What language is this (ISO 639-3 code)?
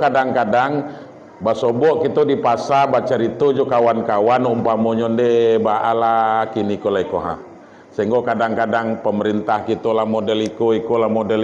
min